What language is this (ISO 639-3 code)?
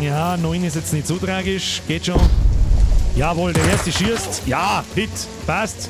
bar